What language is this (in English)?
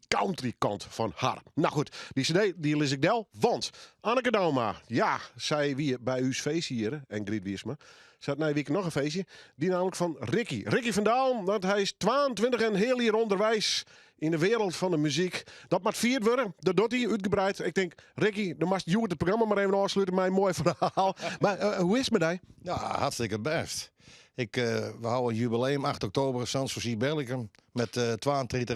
Western Frisian